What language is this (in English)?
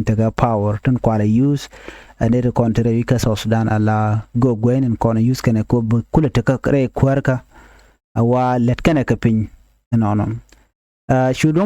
Nuer